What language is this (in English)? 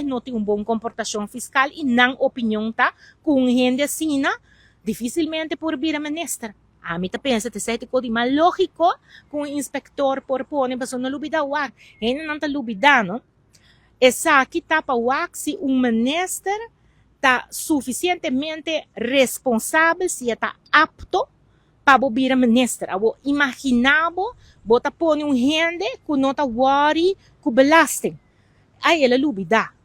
Papiamento